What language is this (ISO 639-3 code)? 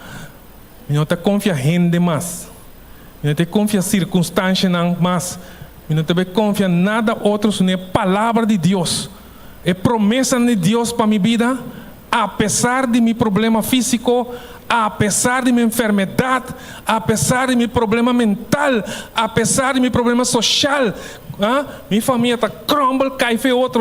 pap